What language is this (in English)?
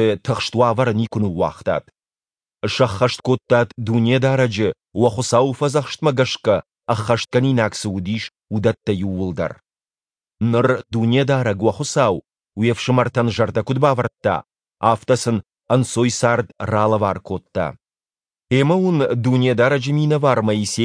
Ossetic